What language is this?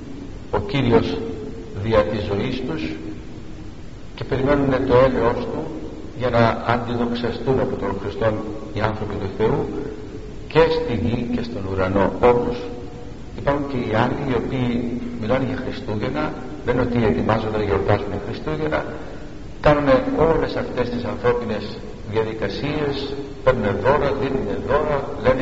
Greek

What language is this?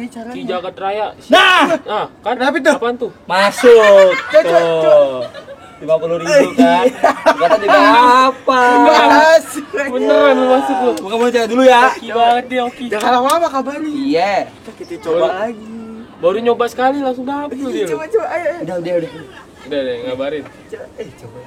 Betawi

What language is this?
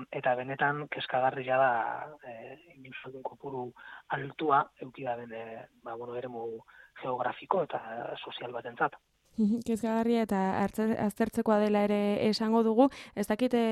Basque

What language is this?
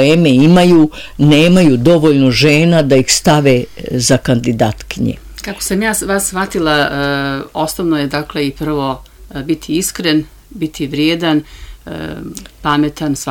Serbian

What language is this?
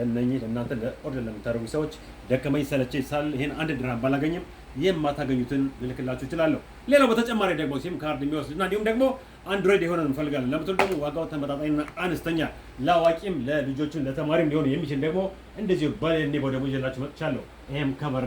Amharic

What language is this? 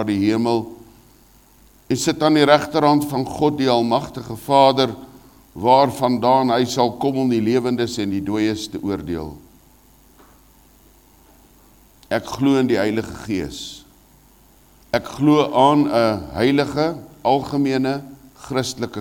Afrikaans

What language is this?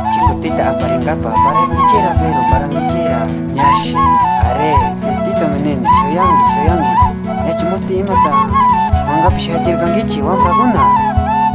Imbabura Highland Quichua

